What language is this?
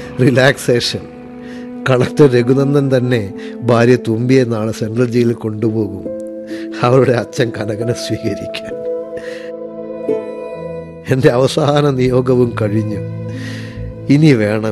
Malayalam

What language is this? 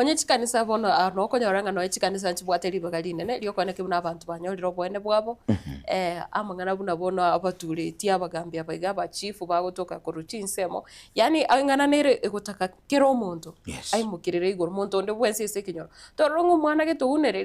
Gusii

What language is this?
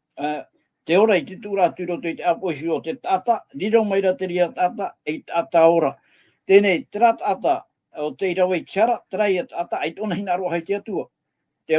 Tahitian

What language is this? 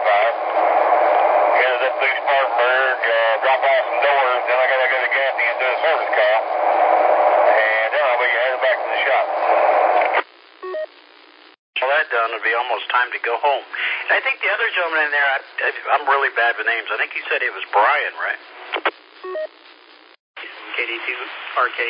English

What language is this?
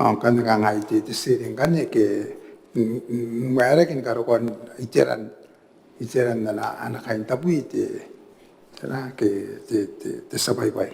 Gilbertese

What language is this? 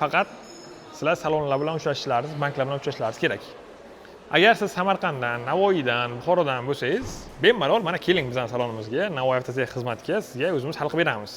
Uzbek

